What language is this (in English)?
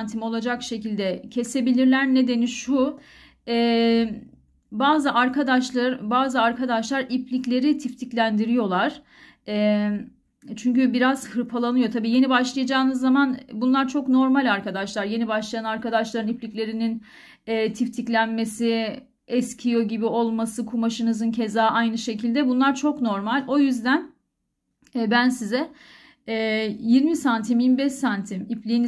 Turkish